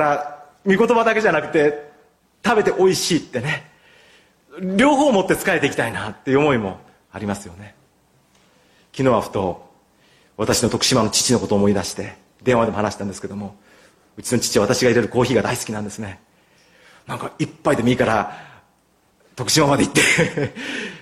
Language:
Japanese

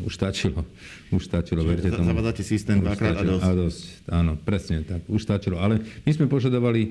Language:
Slovak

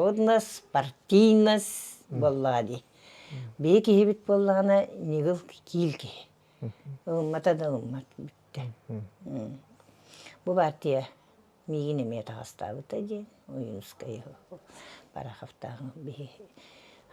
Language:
Yakut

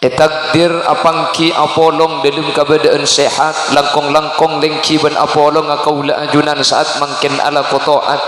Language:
Madurese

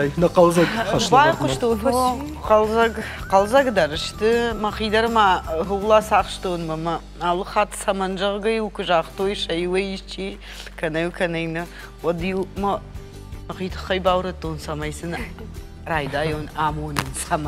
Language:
Ossetic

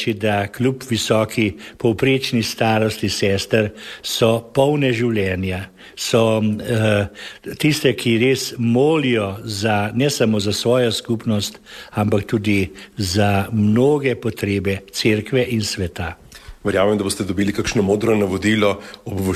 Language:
Slovenian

